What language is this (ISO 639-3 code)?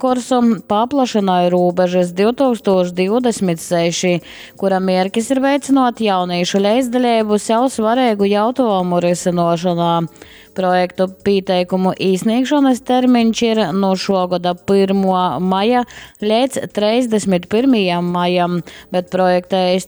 ltg